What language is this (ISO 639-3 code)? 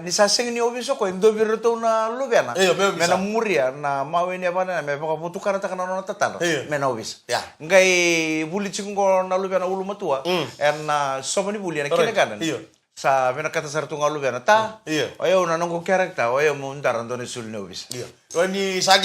fij